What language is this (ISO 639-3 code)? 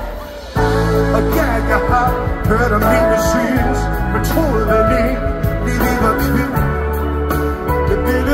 dan